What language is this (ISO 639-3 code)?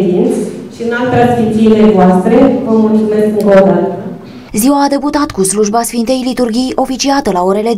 ron